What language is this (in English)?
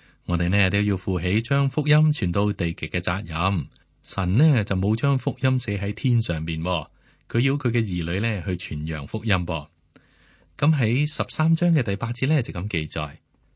Cantonese